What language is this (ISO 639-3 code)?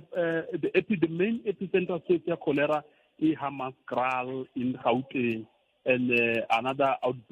tso